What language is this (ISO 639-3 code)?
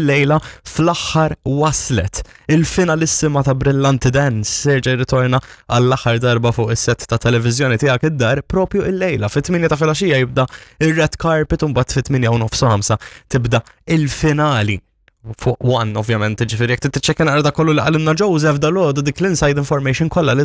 mlt